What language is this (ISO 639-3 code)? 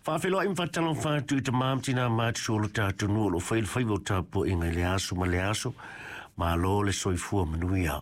smo